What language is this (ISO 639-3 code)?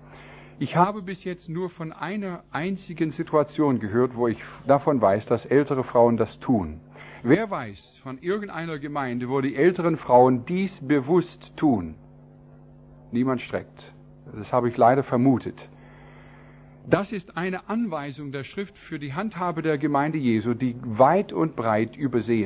deu